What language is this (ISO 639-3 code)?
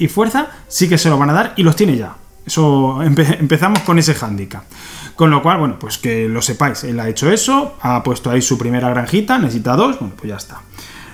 spa